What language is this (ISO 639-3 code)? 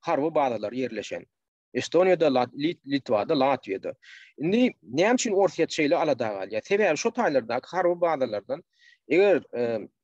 tuk